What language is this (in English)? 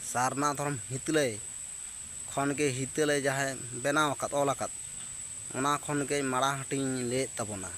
Santali